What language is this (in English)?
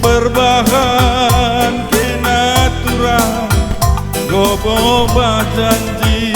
Batak Karo